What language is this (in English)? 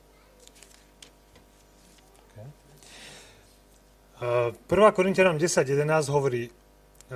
Slovak